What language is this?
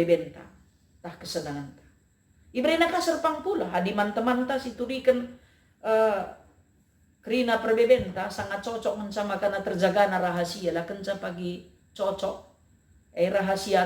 Batak Karo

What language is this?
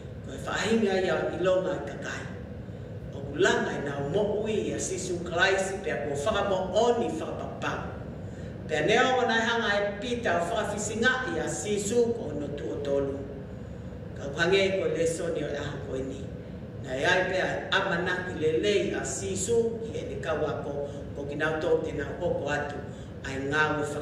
Tongan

